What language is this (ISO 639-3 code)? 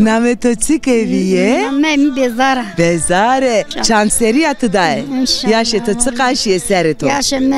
zza